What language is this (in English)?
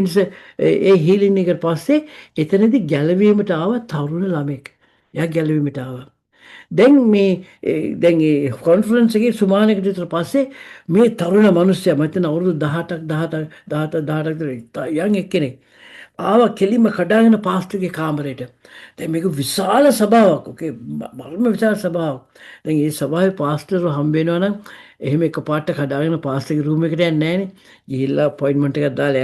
Sinhala